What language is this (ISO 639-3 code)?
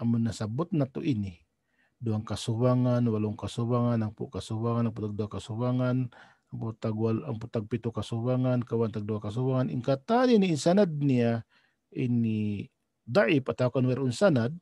tsg